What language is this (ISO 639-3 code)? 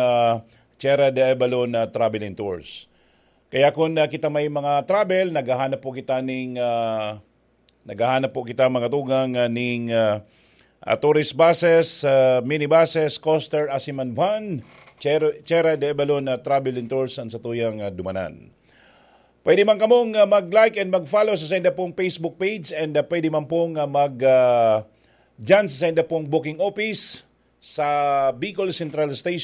bik